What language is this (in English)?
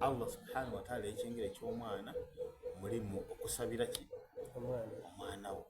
Soga